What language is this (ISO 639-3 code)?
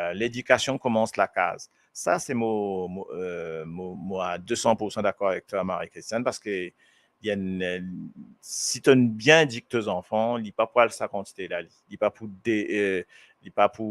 mfe